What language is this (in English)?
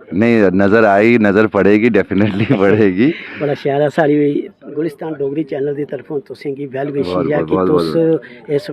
Dogri